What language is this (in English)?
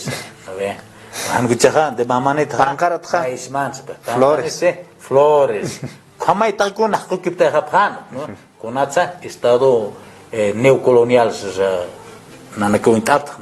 Aymara